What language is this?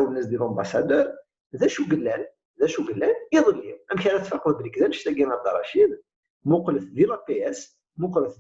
Kabyle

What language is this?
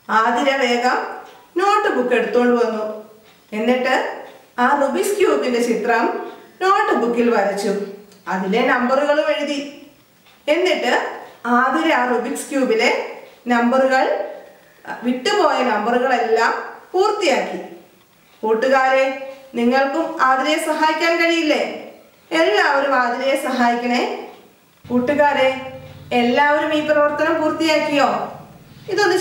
Malayalam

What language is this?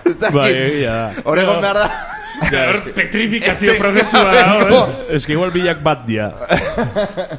Basque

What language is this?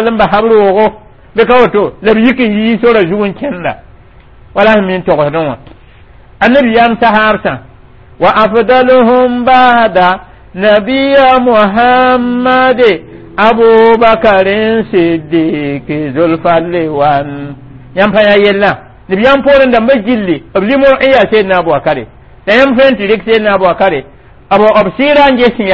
Mossi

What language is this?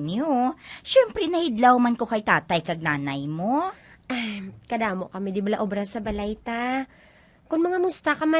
Hiligaynon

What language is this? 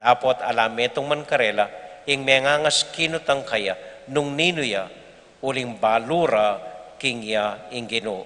Pampanga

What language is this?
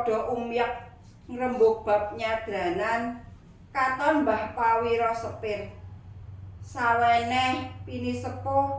Javanese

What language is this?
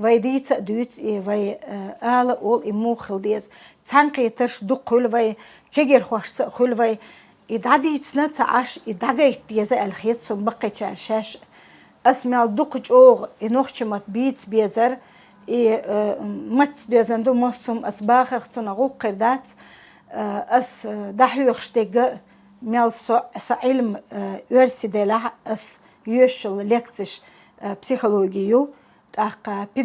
Chechen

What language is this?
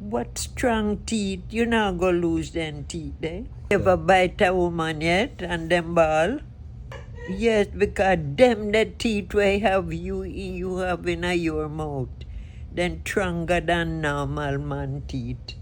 Jamaican Creole English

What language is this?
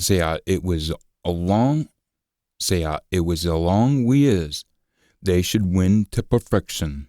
Scots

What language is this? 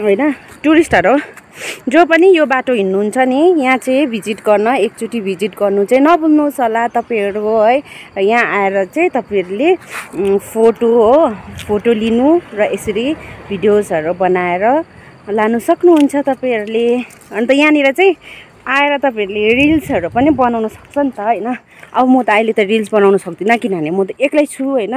Nepali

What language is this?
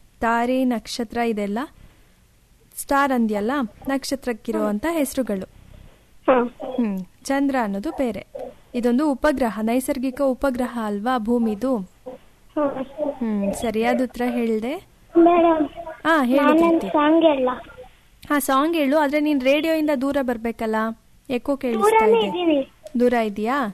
Kannada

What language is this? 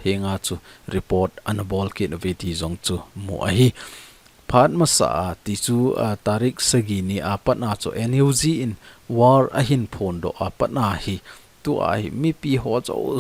Thado Chin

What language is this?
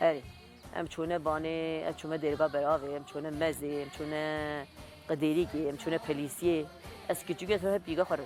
Kurdish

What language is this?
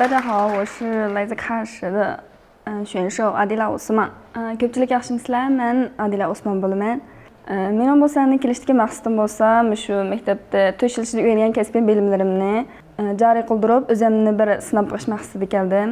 Uyghur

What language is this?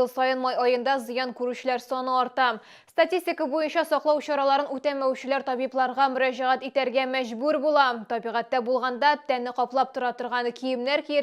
Tatar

